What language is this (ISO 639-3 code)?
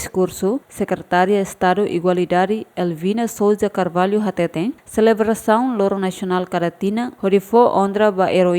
tet